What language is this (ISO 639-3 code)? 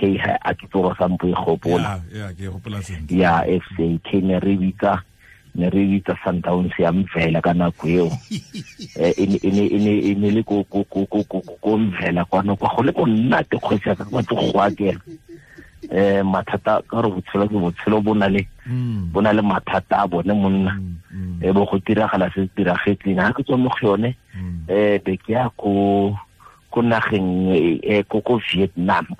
tsn